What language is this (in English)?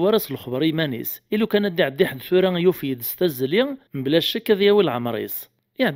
Kabyle